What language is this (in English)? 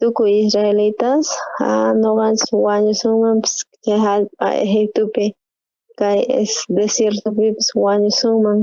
South Bolivian Quechua